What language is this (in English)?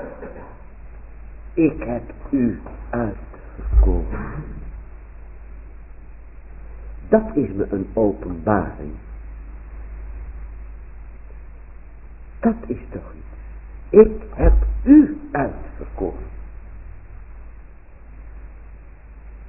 Dutch